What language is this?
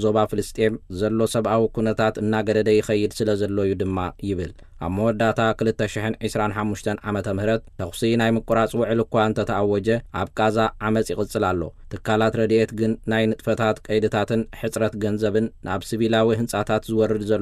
Tigrinya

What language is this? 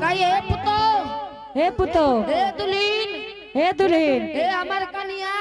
Angika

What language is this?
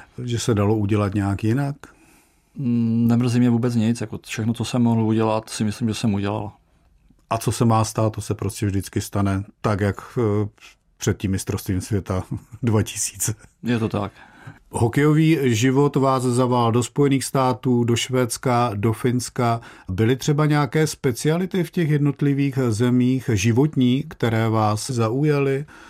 Czech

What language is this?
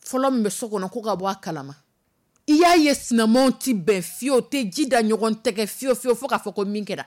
Dyula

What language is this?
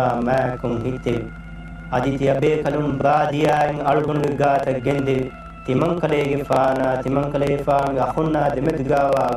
Divehi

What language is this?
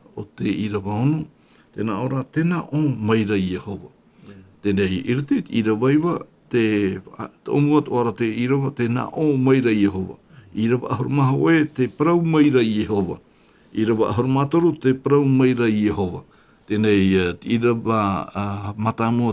Tahitian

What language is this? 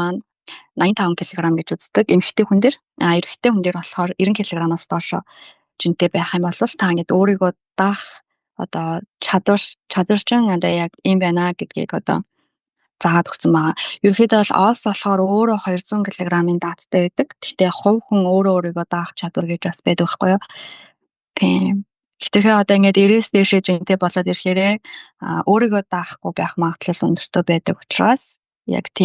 Mongolian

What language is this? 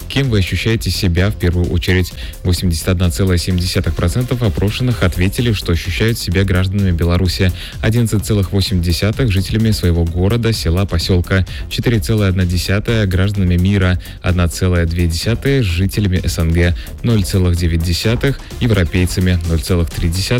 Russian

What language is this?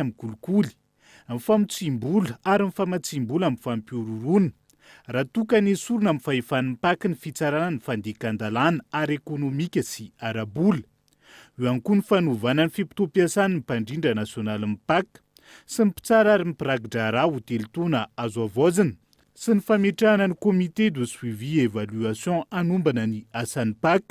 Malagasy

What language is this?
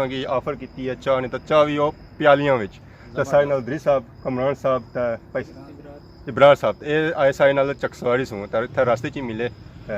Pahari-Potwari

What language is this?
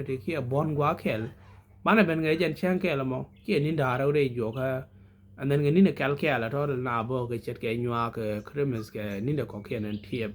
Nuer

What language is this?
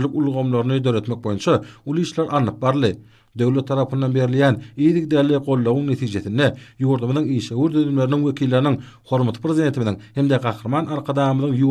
Turkmen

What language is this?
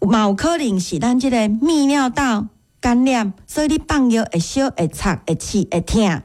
Min Nan Chinese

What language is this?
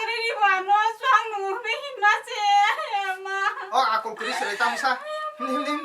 Kok Borok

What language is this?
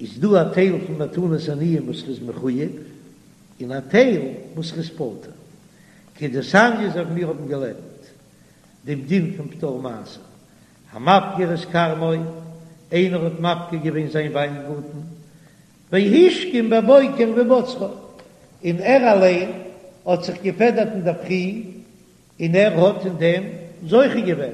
Yiddish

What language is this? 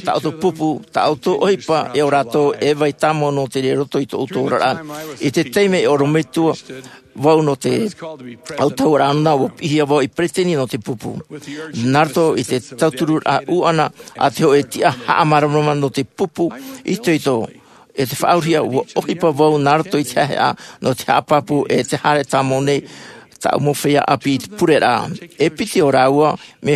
Tahitian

